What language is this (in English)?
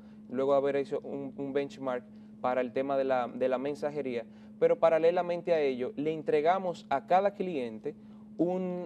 Spanish